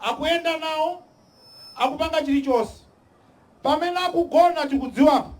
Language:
Nyanja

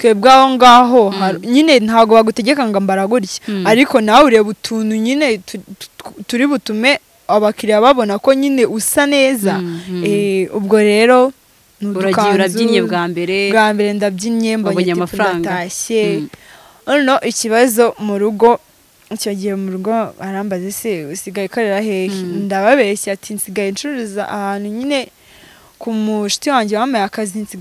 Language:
Kinyarwanda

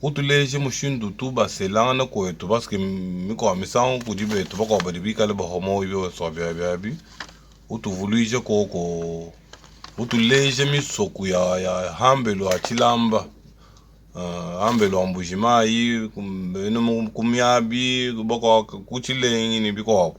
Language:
Luba-Lulua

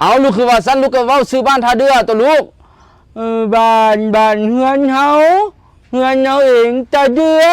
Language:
Northeastern Thai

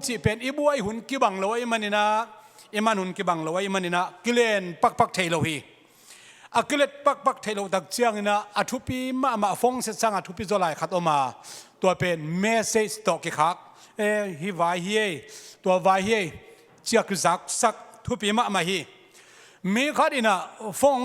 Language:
Tedim Chin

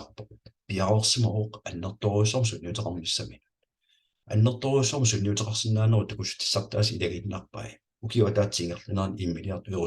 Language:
Kalaallisut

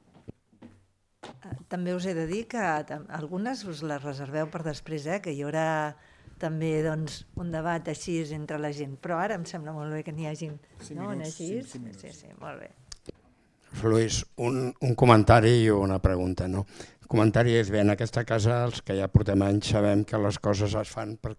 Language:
Catalan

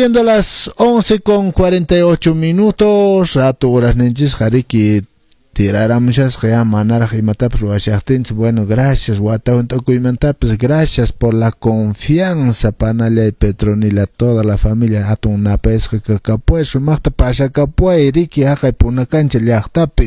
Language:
Quechua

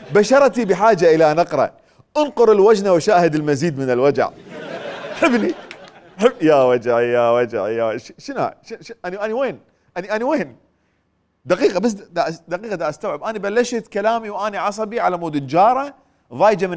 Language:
Mesopotamian Arabic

